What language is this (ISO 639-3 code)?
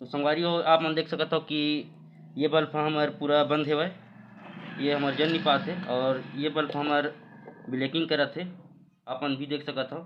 hne